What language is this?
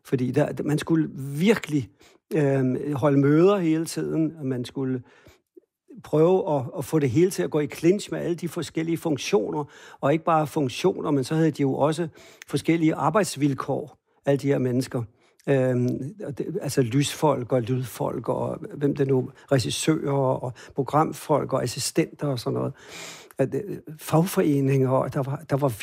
Danish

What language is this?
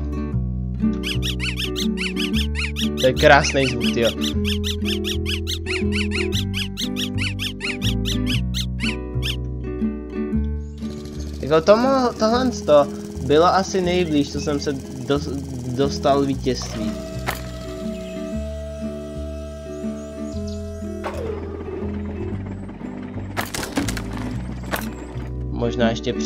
Czech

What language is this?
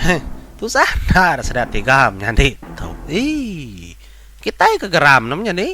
Iban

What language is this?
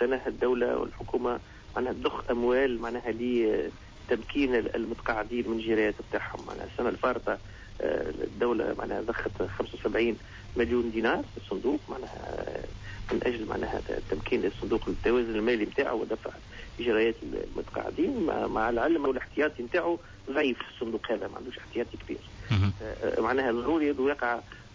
Tunisian Arabic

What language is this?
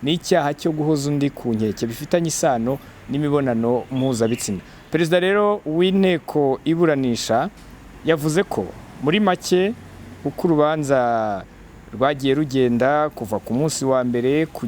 Kinyarwanda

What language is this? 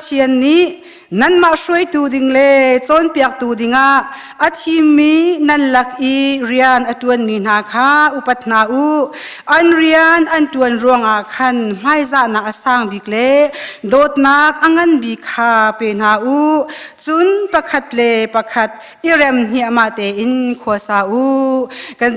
Hakha Chin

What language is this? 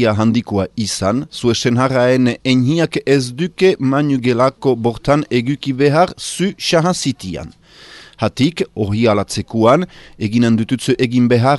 Basque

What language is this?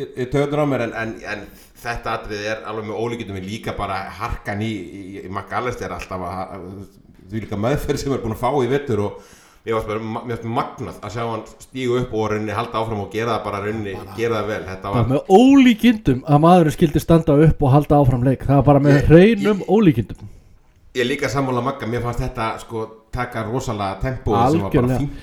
Icelandic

